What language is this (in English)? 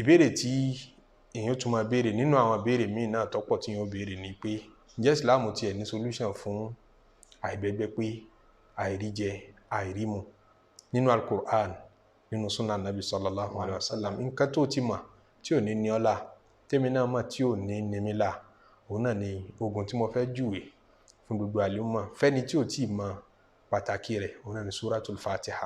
Yoruba